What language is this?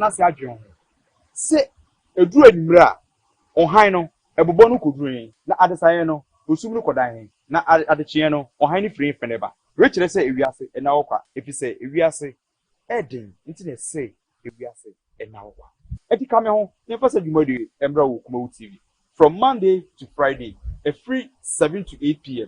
Akan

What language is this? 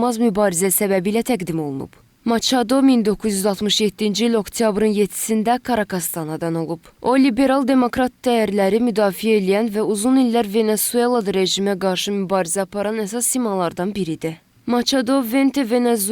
Azerbaijani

